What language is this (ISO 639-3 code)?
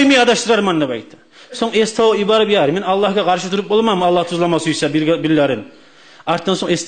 kum